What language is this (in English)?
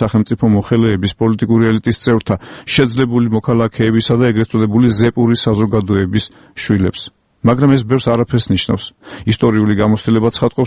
Georgian